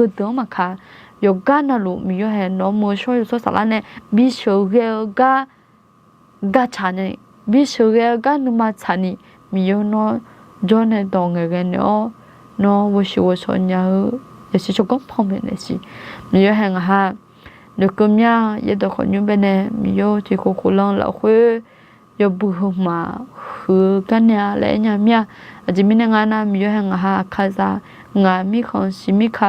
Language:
Akha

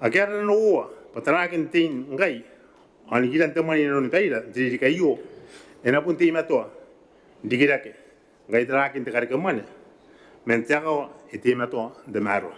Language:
Gilbertese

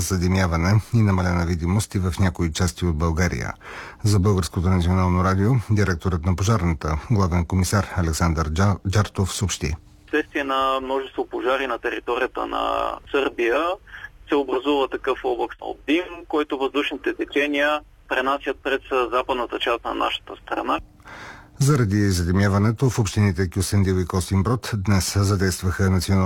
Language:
Bulgarian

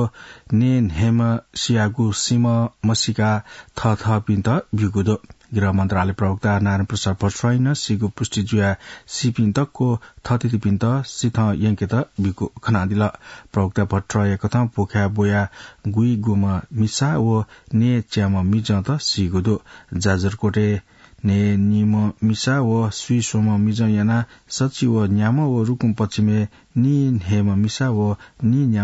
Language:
Newari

